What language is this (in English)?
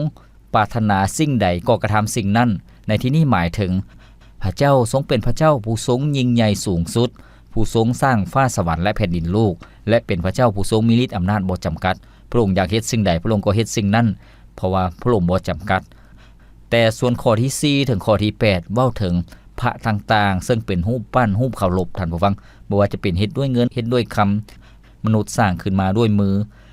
Lao